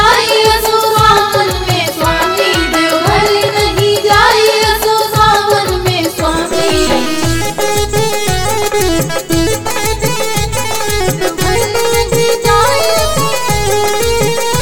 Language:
Bhojpuri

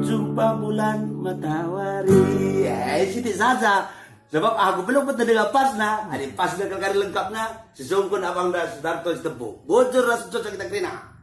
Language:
Batak Karo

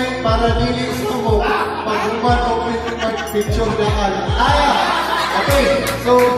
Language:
Cebuano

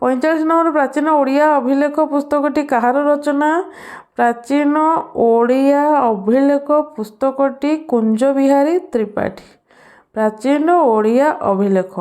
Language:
Odia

